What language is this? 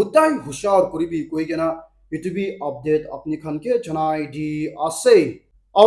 Naga Pidgin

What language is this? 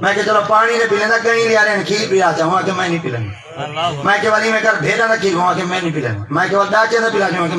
Saraiki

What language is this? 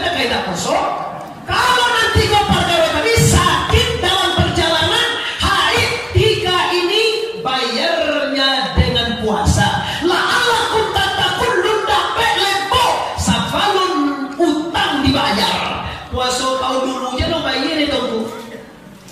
Minangkabau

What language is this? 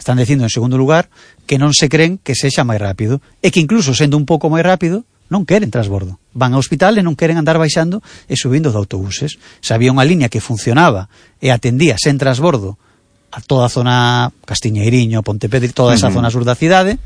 Galician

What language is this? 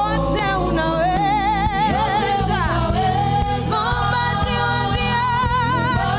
Swahili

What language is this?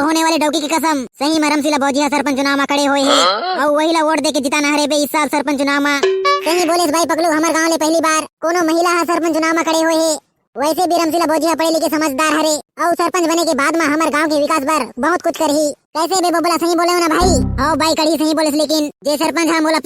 Chhattisgarhi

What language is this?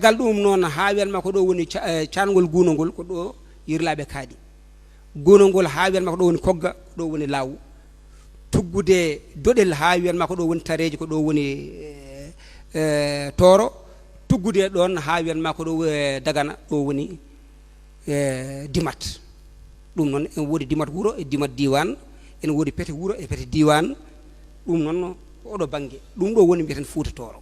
Fula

